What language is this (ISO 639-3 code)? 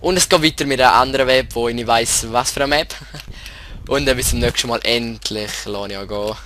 gsw